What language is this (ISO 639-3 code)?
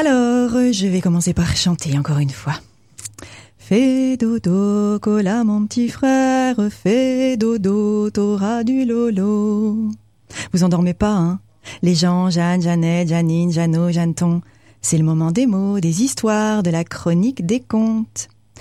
fra